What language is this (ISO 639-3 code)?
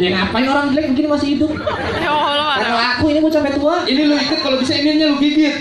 bew